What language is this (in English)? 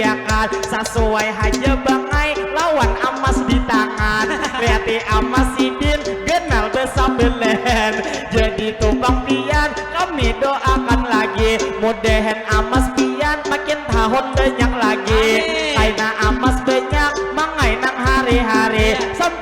Banjar